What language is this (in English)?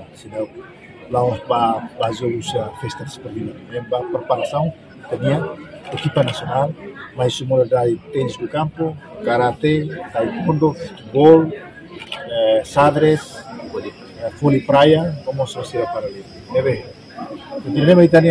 Tetum